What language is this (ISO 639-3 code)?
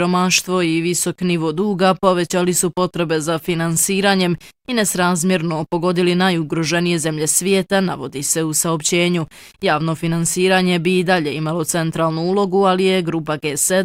bos